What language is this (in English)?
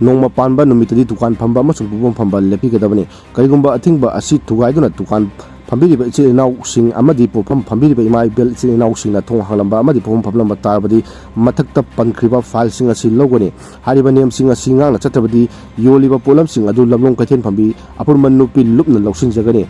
Manipuri